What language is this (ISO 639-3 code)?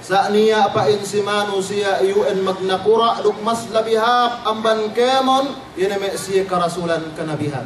yka